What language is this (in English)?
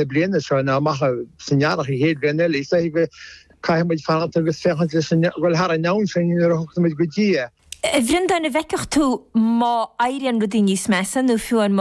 Irish